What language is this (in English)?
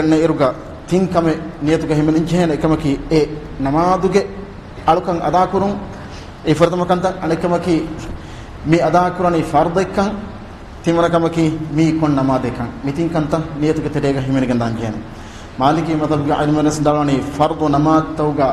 Divehi